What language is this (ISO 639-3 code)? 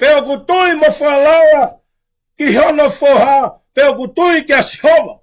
ton